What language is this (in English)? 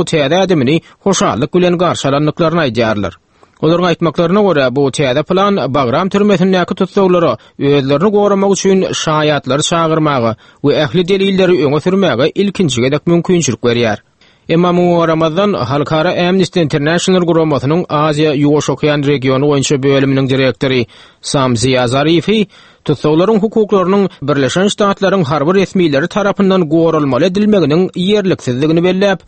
Turkmen